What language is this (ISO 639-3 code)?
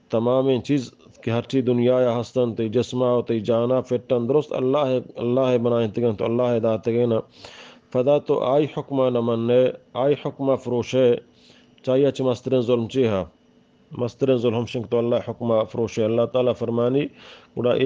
bgp